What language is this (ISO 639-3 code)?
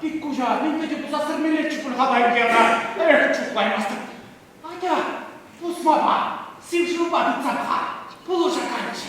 chv